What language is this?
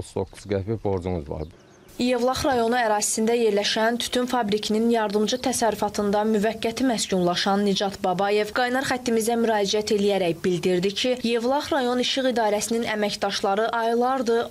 Azerbaijani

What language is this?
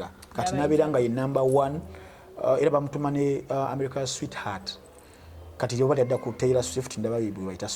Ganda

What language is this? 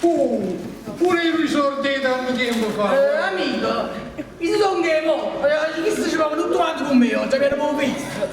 Neapolitan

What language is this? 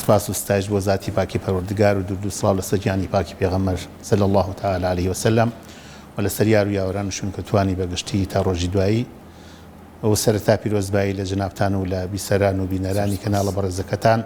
Central Kurdish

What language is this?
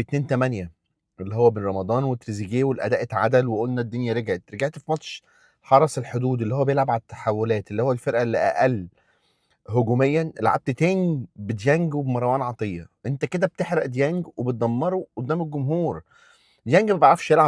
Egyptian Arabic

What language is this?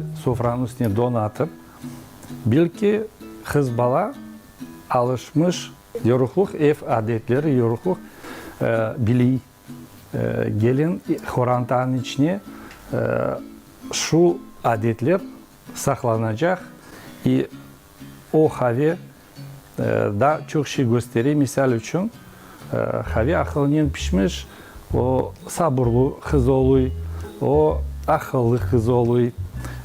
Crimean Tatar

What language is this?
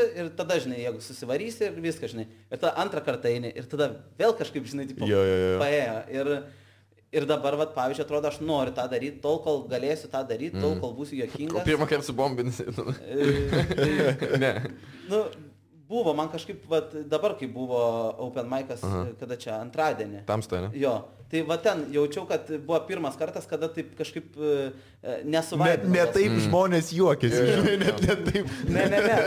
Lithuanian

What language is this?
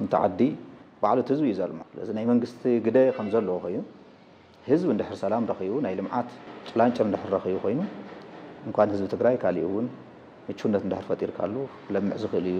Tigrinya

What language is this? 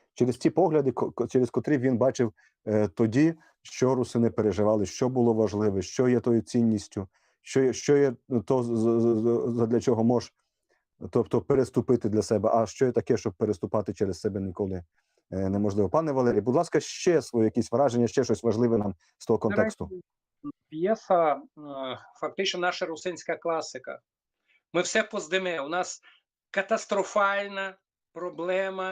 Rusyn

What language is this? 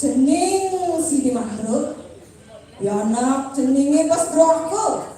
Balinese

